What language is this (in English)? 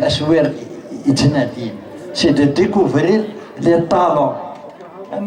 Kabyle